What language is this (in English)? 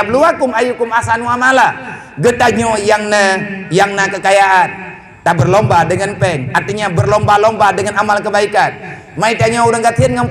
Achinese